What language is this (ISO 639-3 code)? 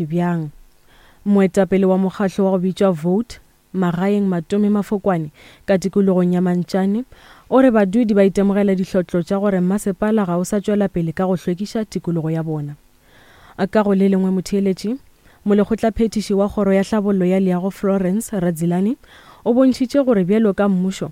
nso